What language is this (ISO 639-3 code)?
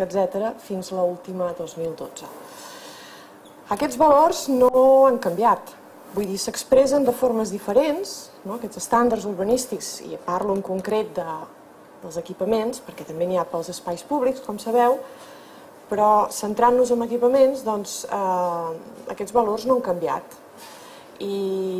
cat